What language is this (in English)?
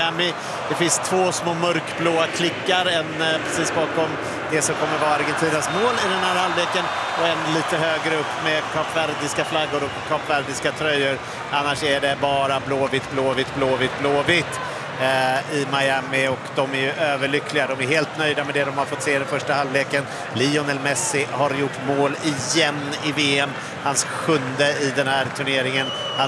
Swedish